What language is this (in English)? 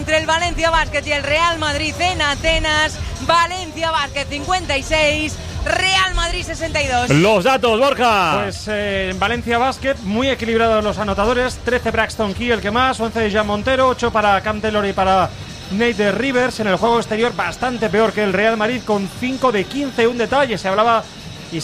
Spanish